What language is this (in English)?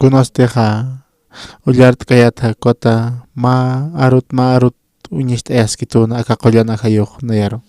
Aymara